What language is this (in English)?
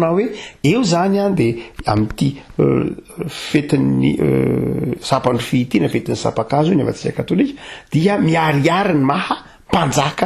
Malagasy